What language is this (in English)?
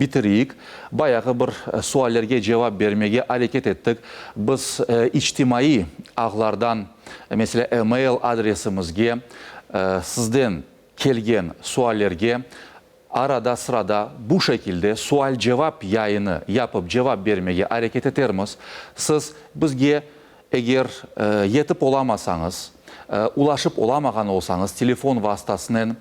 Crimean Tatar